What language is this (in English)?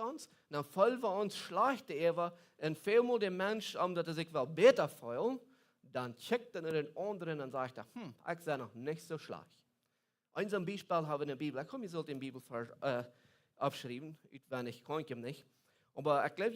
Plautdietsch